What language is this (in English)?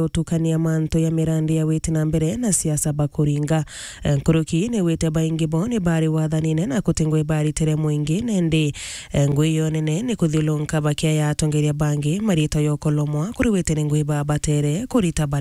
Meru